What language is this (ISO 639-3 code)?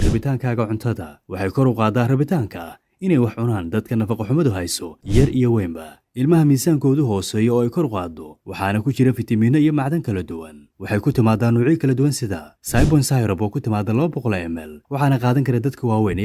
som